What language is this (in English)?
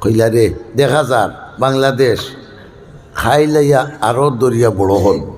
Sylheti